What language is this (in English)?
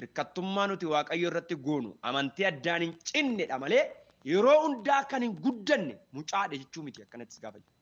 Oromo